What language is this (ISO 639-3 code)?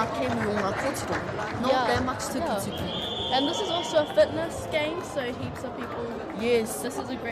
mri